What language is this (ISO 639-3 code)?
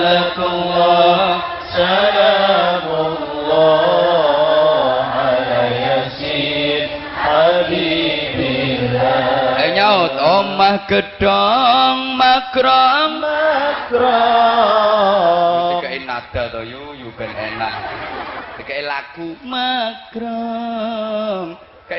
jav